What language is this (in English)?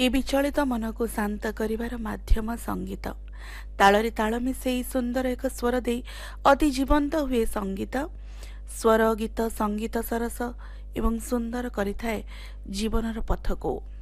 Odia